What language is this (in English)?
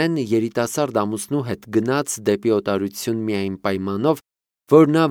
Armenian